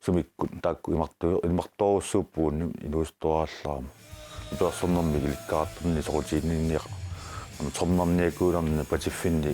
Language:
Kalaallisut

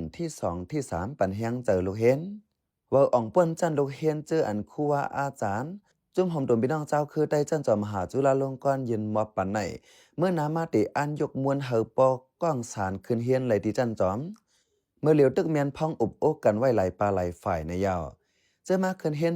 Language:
Shan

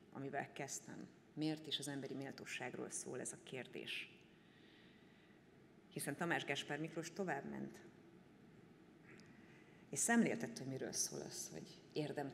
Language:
Hungarian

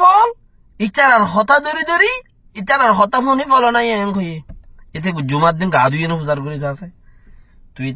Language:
Rohingya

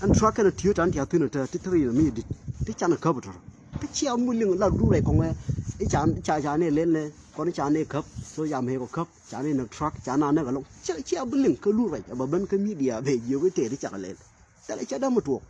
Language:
Nuer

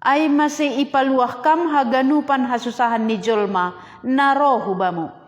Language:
Batak Simalungun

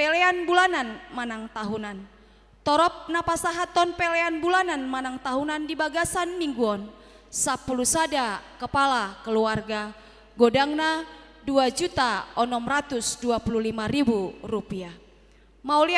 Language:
Batak Toba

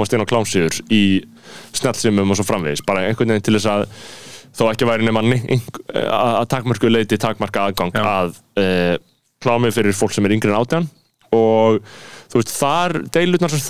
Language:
Icelandic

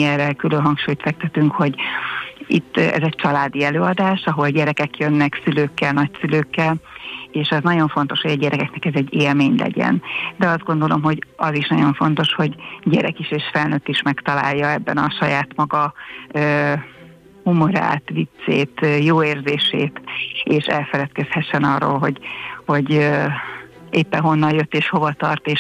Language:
Hungarian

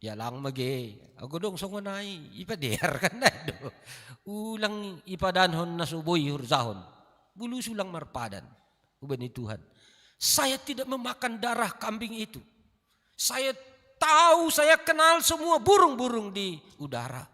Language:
Batak Simalungun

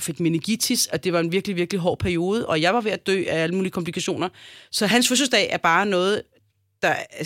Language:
Danish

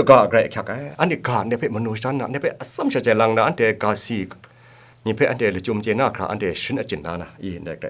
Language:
Kachin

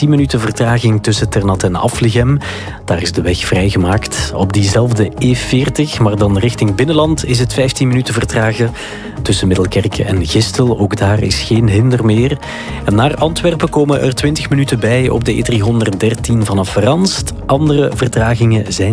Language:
Dutch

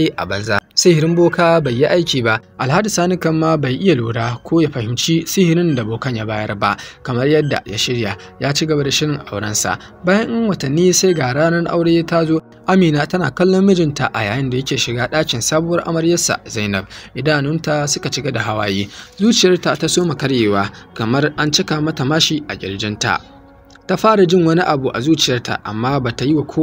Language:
Hausa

